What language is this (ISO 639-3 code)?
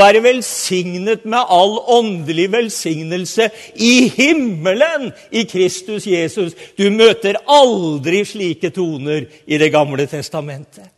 nor